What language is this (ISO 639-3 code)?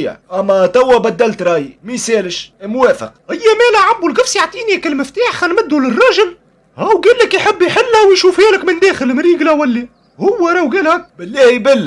aeb